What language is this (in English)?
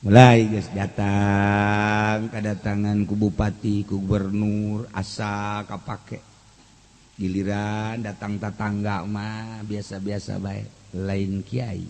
Sundanese